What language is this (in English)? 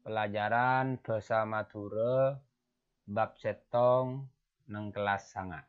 Madurese